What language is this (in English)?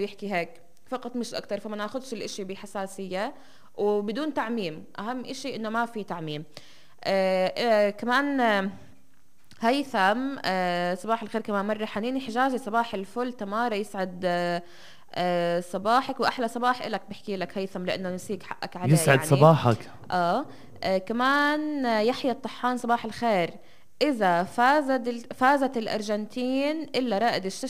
North Levantine Arabic